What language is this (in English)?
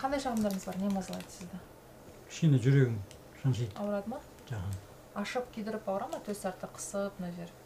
Kyrgyz